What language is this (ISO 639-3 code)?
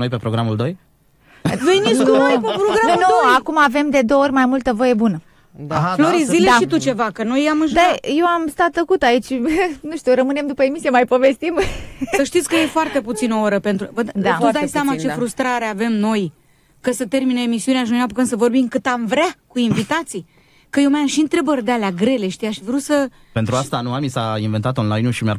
ron